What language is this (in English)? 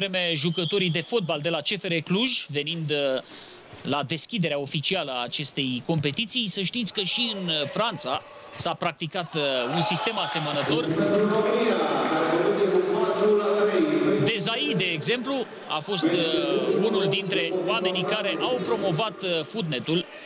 Romanian